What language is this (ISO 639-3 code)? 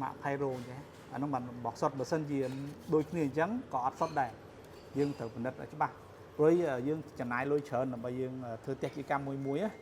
khm